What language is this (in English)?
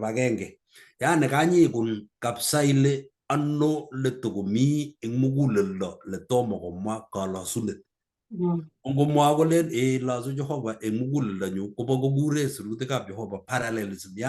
Kalenjin